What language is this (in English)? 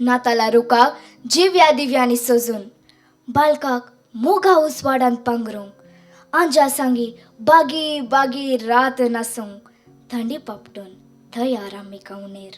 Konkani